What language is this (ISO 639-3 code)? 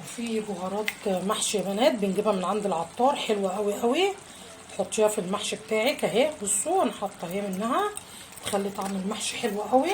arz